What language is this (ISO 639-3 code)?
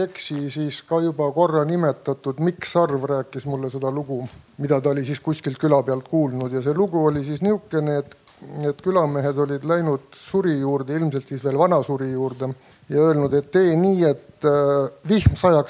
est